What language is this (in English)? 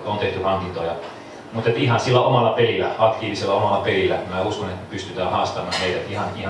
Finnish